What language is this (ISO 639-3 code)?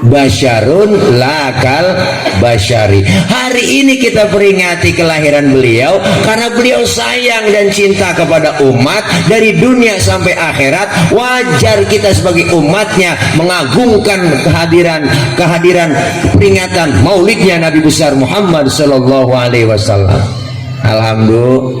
bew